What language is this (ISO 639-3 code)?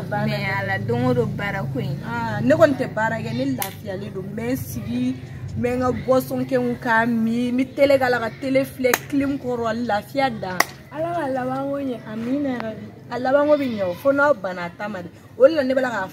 bam